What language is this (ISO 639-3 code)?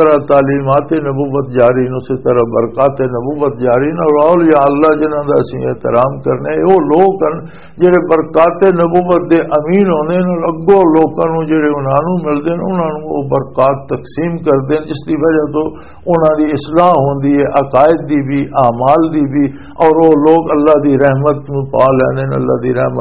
lah